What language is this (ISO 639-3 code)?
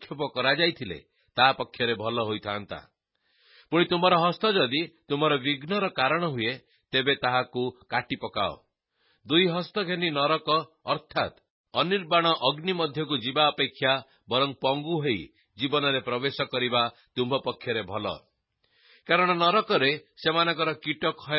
ori